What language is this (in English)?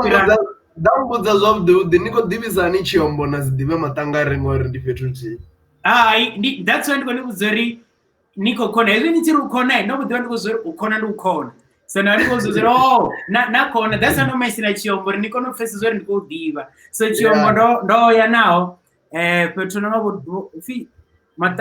Venda